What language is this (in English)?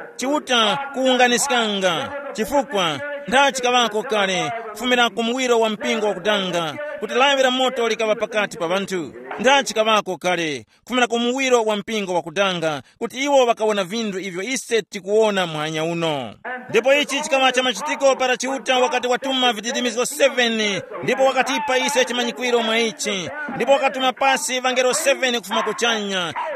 Tumbuka